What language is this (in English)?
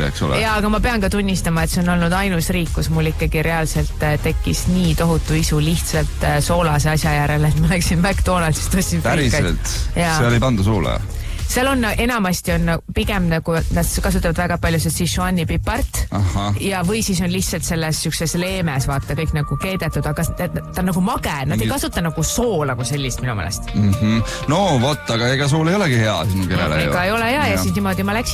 Estonian